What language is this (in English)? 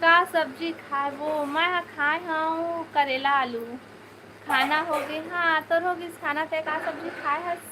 Chhattisgarhi